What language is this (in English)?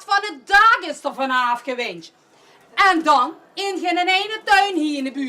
Limburgish